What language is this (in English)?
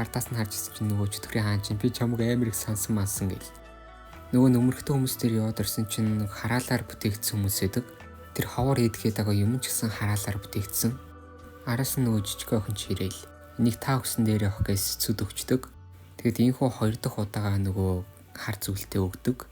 Mongolian